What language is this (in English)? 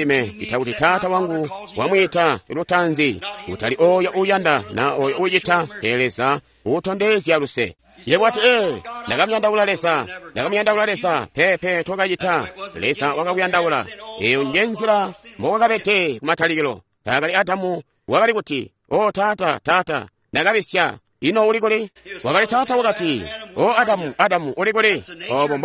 Tonga (Zambia)